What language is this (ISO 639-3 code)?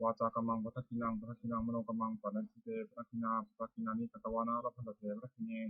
pli